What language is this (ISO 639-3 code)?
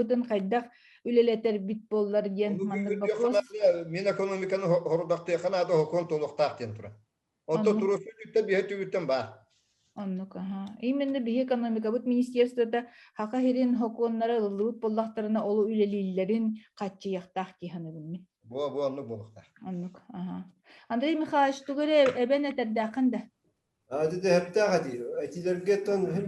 sah